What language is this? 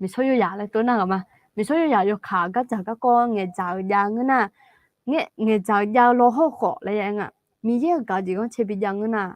Akha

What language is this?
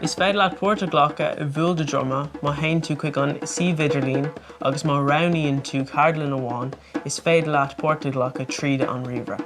Irish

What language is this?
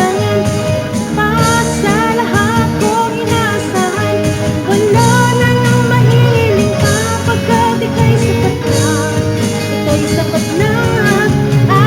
Iloko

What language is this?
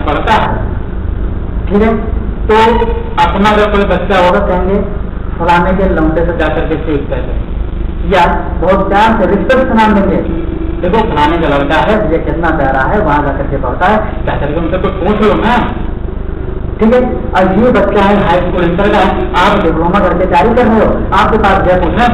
Hindi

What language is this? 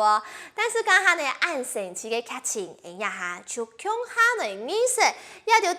Hakka Chinese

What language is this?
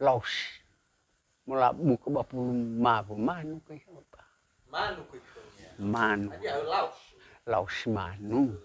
Nias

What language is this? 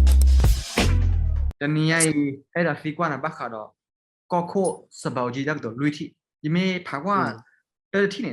S'gaw Karen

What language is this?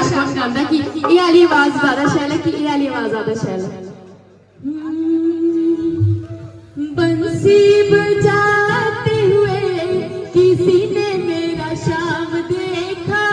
Dogri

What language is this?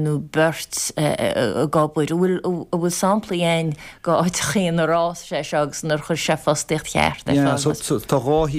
Irish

